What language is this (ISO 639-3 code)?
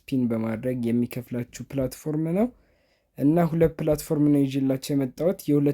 amh